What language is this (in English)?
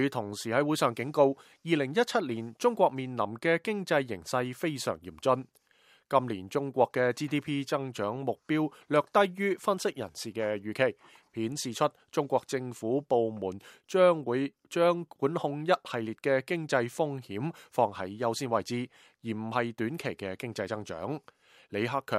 Cantonese